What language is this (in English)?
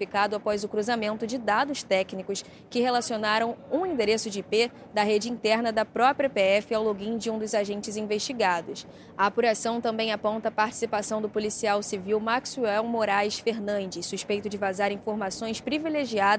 Portuguese